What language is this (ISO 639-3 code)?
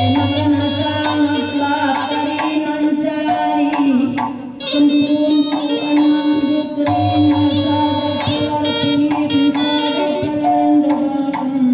btx